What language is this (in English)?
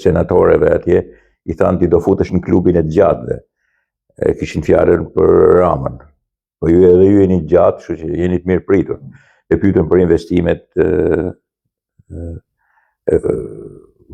Albanian